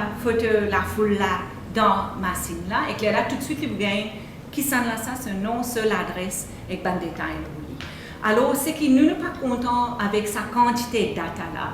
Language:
Morisyen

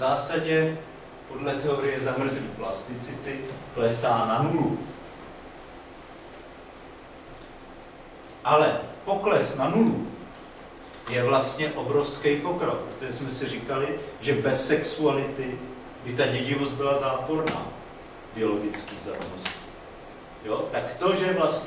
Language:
Czech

